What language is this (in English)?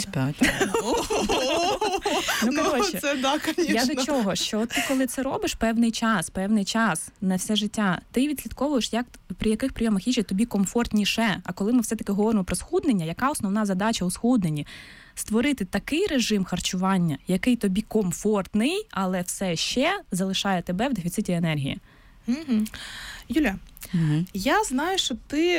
Ukrainian